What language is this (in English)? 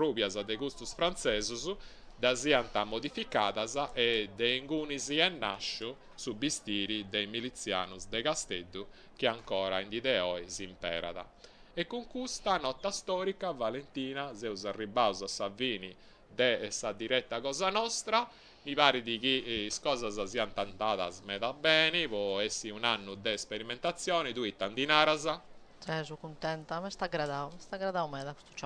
Sardinian